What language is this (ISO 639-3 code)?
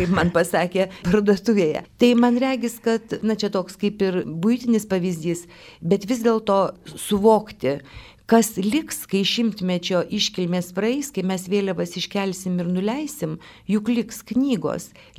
lit